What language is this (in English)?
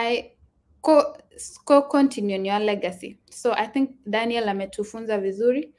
Kalenjin